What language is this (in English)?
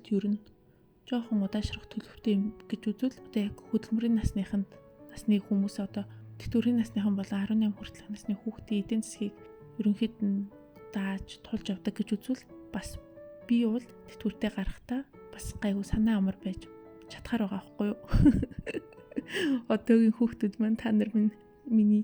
Mongolian